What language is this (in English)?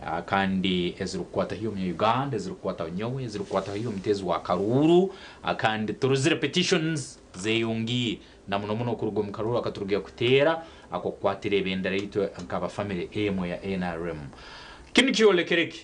Nyankole